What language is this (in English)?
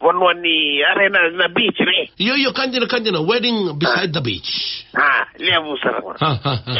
Fijian